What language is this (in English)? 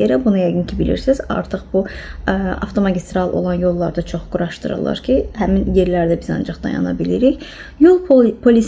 Azerbaijani